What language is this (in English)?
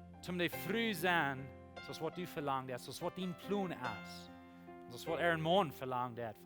Plautdietsch